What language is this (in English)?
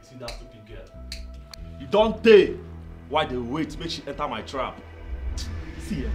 Nigerian Pidgin